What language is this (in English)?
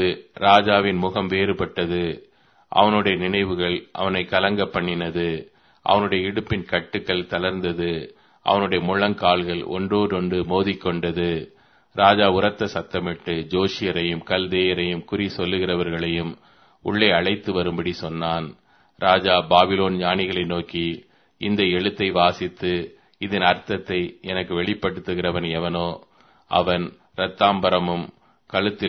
Tamil